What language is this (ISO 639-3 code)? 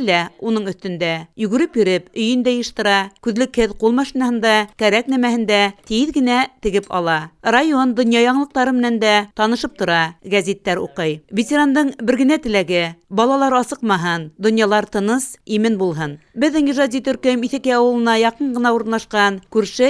bak